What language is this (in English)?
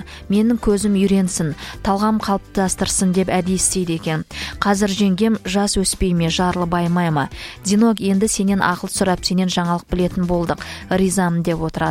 Kazakh